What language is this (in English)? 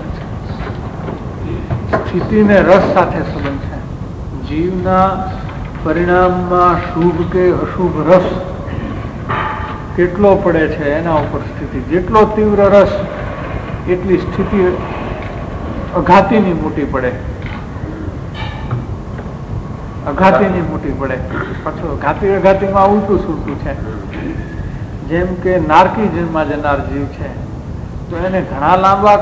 Gujarati